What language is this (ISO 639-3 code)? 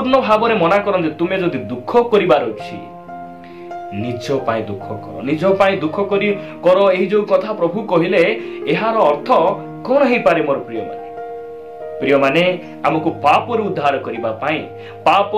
ori